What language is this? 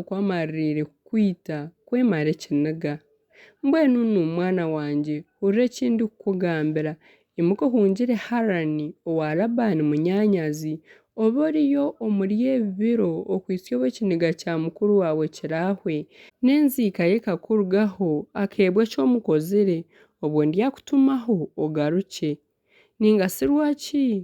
Nyankole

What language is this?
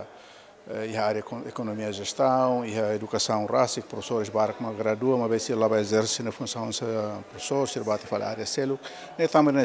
Tetum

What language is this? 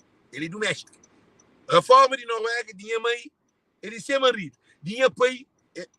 Kabuverdianu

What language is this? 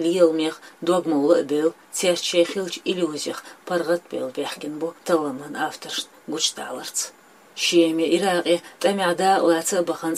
Chechen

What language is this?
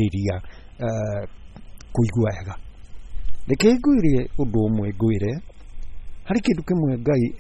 Kikuyu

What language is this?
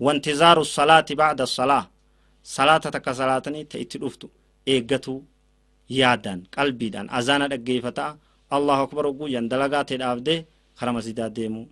Oromo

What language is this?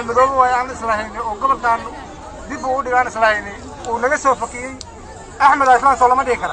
Somali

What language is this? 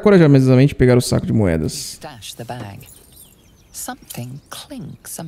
Portuguese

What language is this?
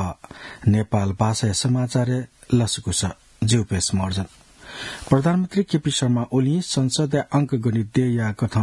Newari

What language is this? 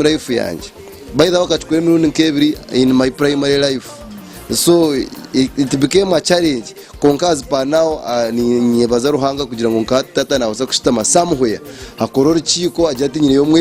Nyankole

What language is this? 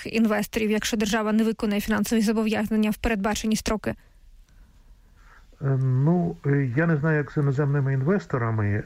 Ukrainian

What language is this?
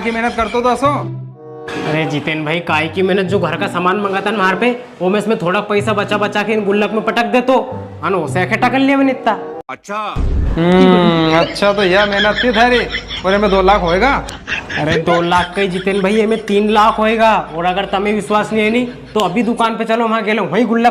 Rajasthani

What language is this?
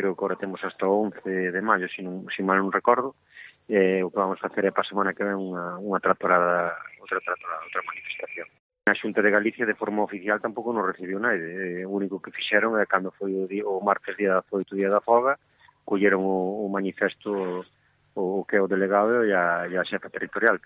Galician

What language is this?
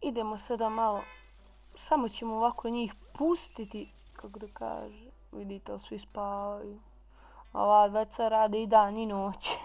Bosnian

